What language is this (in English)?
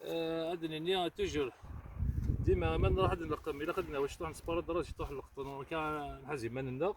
Kabyle